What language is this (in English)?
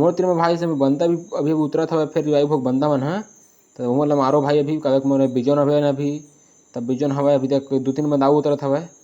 Chhattisgarhi